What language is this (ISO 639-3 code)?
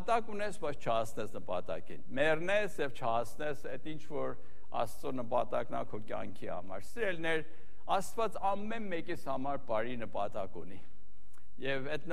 hye